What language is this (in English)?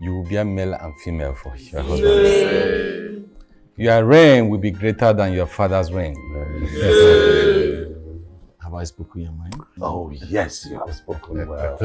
Nigerian Pidgin